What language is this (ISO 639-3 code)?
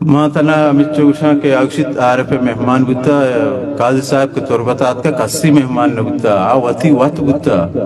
bgp